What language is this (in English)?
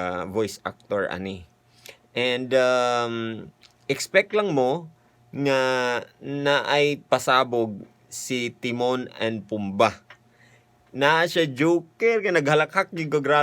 Cebuano